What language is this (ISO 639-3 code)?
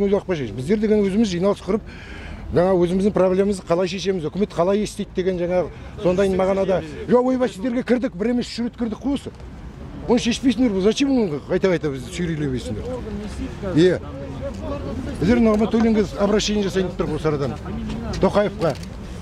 kaz